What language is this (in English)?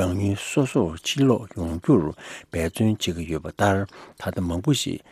Tibetan